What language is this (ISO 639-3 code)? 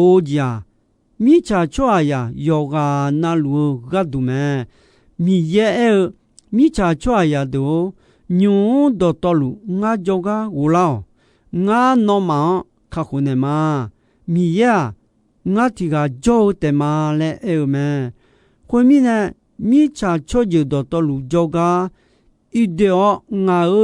ahk